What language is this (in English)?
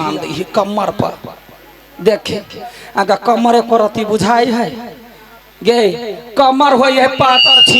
Maithili